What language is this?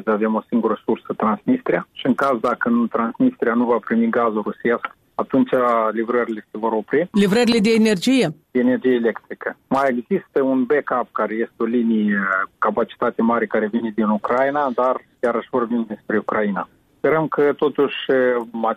Romanian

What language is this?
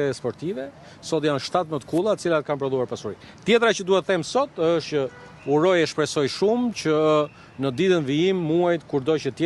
Albanian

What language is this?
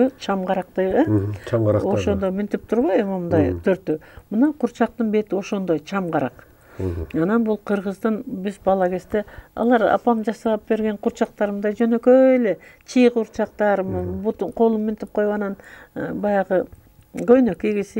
Kyrgyz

